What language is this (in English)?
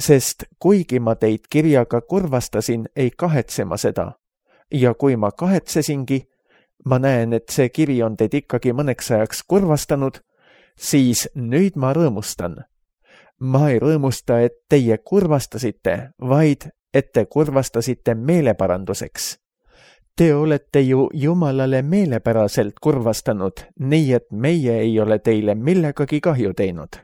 Estonian